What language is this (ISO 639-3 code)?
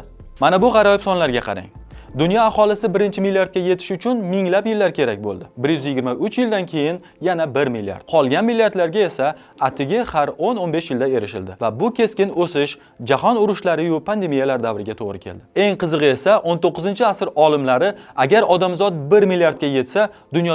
uzb